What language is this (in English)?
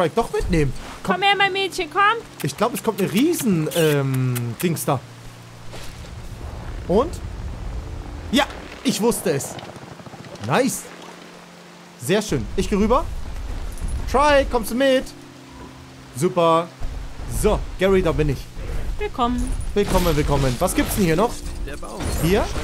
German